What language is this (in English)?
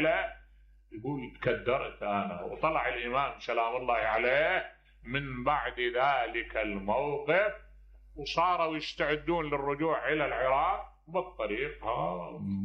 Mesopotamian Arabic